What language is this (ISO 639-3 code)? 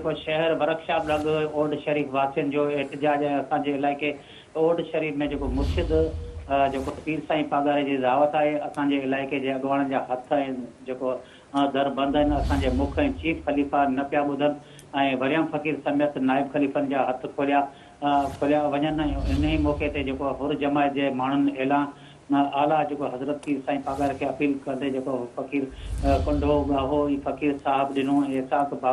snd